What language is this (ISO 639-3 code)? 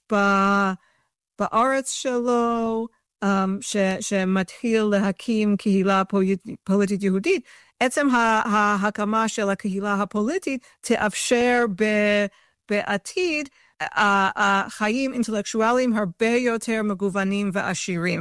heb